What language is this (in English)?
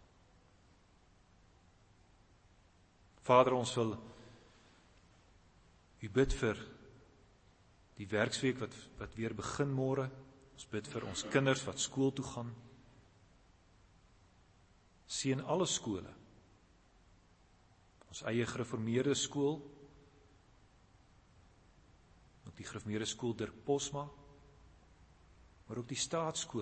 Afrikaans